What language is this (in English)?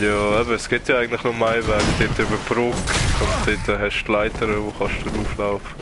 Swiss German